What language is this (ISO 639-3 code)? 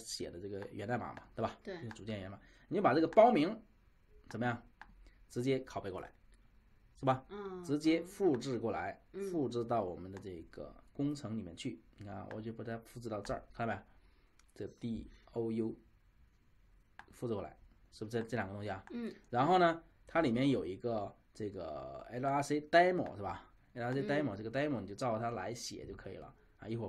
zho